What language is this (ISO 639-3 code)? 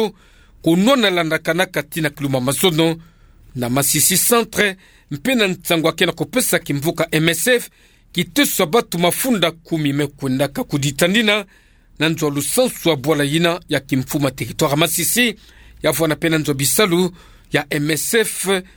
ktu